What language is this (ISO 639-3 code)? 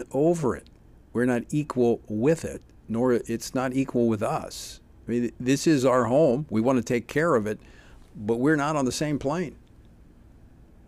eng